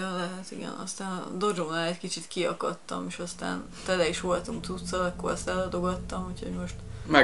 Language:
Hungarian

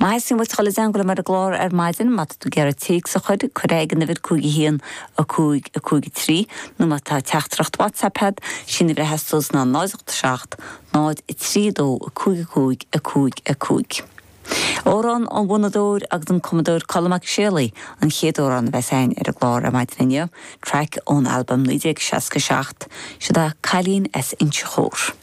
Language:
Irish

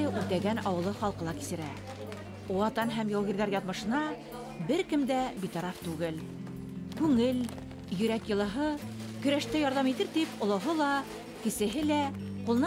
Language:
Bashkir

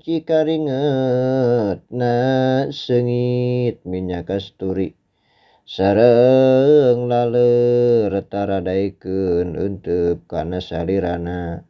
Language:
Sundanese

